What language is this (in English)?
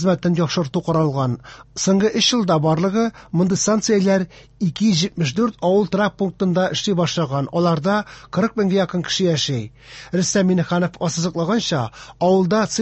Tatar